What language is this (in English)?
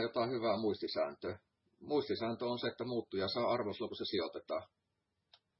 Finnish